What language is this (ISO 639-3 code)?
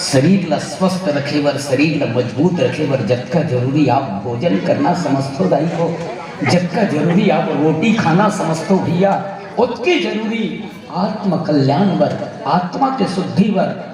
hne